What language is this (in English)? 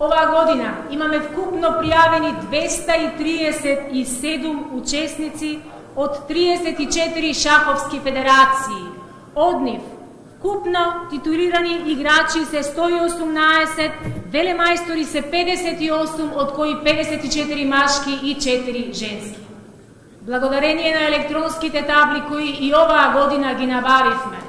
Macedonian